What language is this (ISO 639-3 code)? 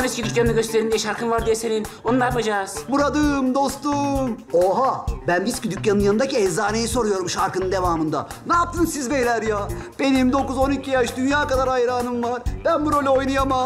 tur